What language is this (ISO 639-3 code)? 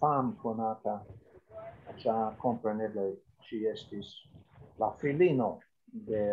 epo